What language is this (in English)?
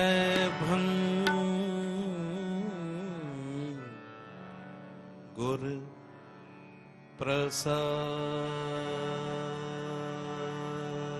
Punjabi